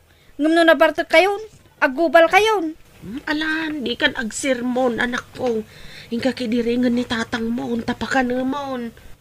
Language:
Iloko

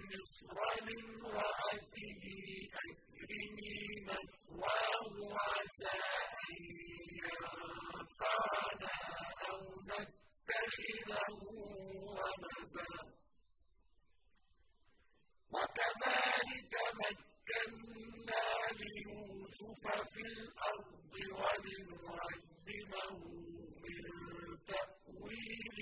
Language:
Arabic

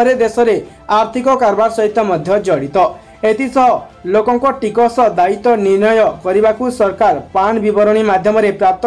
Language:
Odia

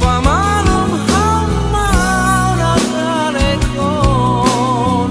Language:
Batak Simalungun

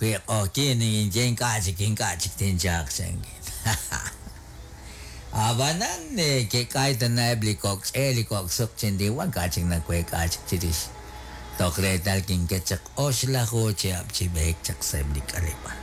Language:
Kekchí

